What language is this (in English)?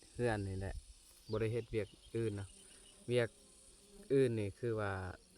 Lao